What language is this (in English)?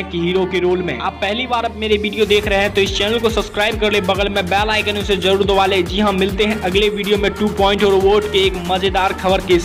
Hindi